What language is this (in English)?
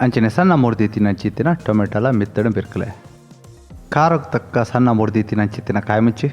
Tulu